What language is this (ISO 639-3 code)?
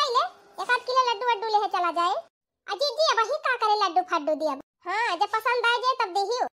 bho